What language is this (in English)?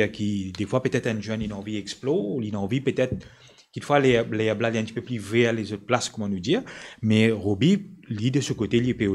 Morisyen